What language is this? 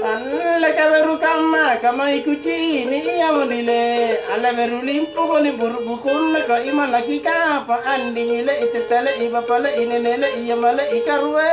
Makasar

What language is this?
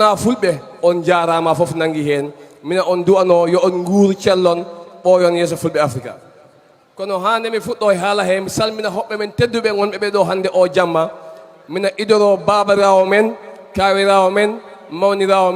Fula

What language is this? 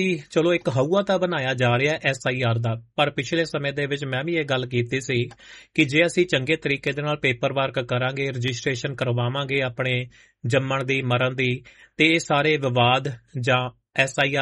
Punjabi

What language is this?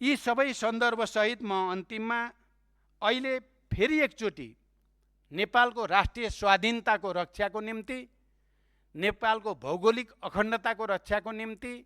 Nepali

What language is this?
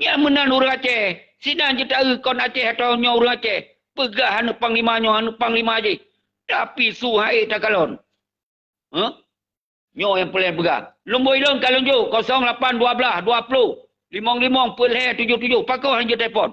Achinese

